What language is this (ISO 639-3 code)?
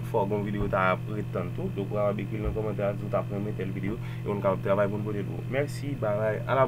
hat